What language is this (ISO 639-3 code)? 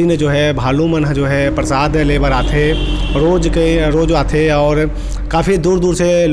hne